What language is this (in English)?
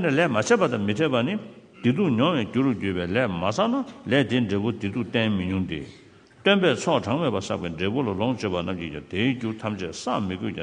Tibetan